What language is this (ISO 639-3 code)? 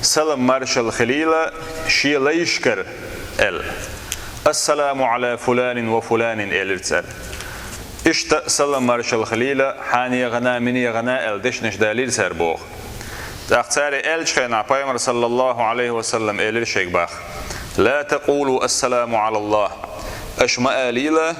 che